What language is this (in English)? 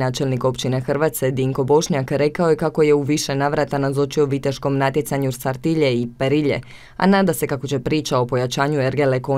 Croatian